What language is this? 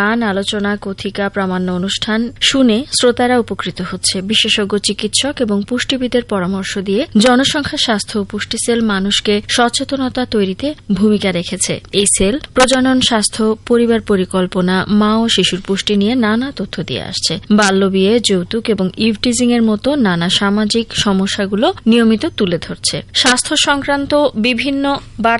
Bangla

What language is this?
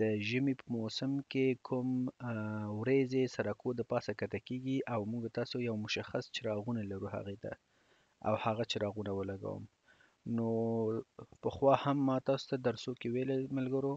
Pashto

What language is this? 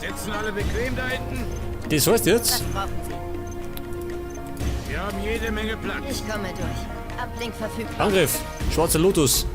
Bavarian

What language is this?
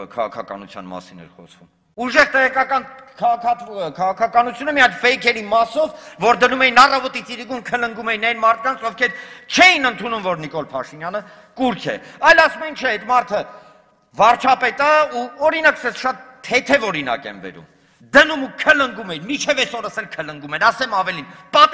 Armenian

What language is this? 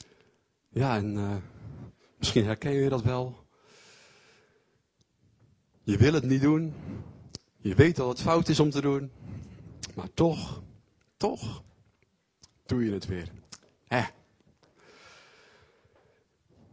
Dutch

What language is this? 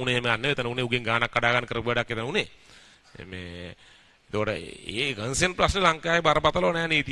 Sinhala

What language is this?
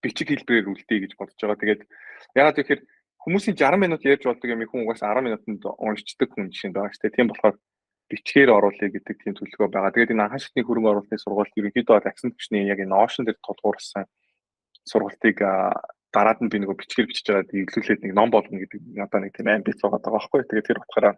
Mongolian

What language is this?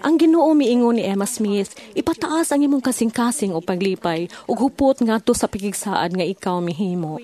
Cebuano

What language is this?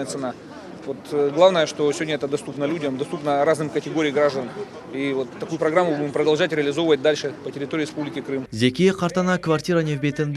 Crimean Tatar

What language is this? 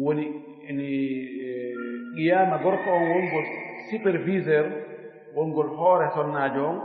Fula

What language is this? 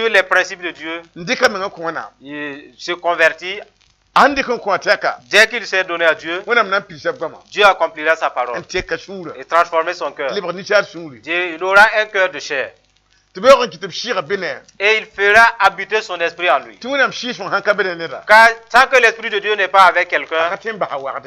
Mossi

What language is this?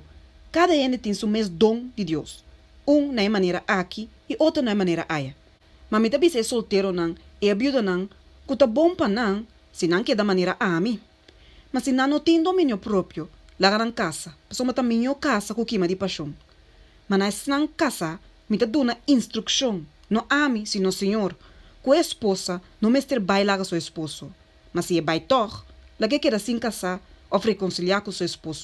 Papiamento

